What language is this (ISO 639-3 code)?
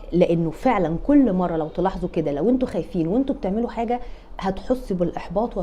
arz